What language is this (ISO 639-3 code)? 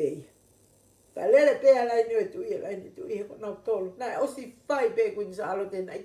ton